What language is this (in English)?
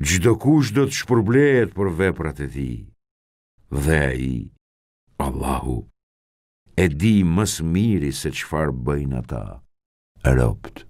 Albanian